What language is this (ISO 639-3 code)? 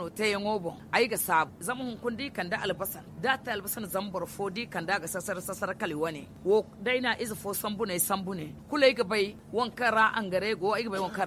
dje